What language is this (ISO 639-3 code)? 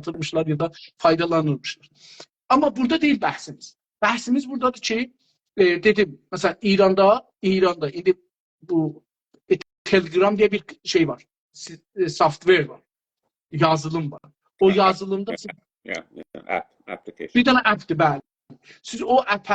azb